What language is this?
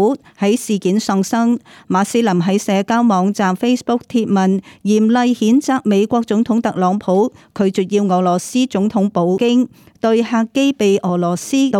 Cantonese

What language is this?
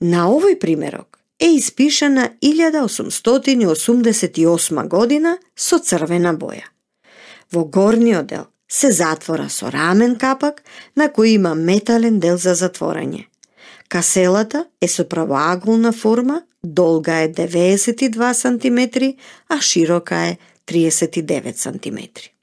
Macedonian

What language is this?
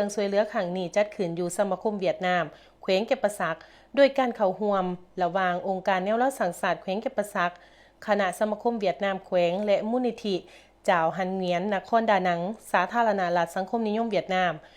Lao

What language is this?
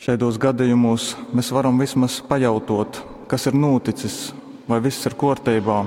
Latgalian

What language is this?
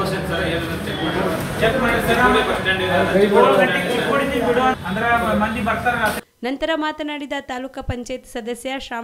Kannada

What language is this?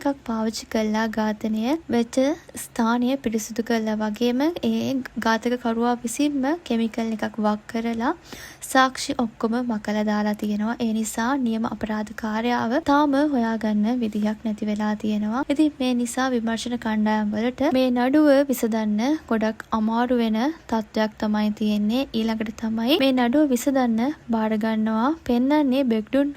Sinhala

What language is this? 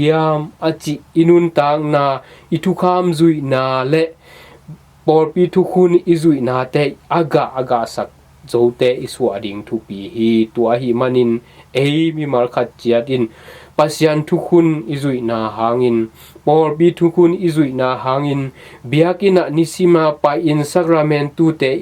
Tedim Chin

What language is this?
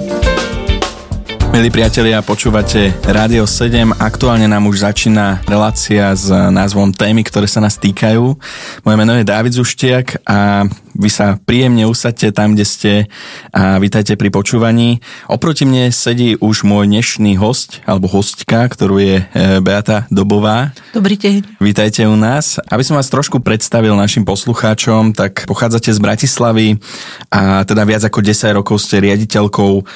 Slovak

